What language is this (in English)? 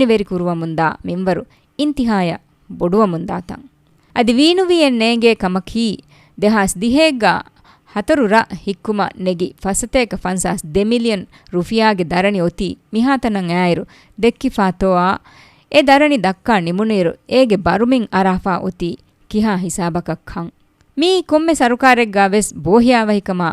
Divehi